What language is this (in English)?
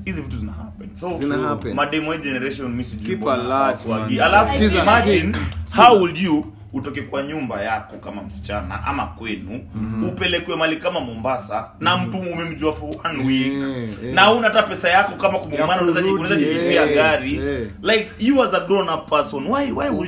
Swahili